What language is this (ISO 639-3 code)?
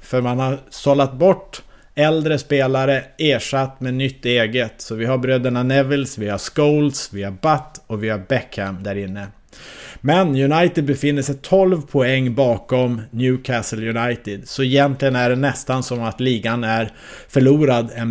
swe